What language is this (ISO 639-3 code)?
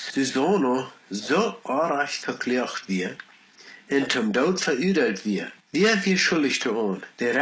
pdt